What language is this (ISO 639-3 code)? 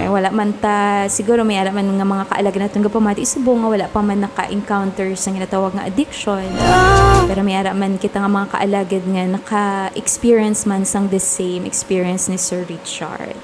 hil